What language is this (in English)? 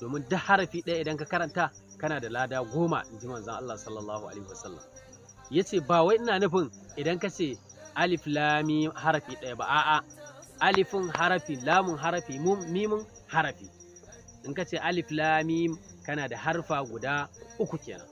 Hausa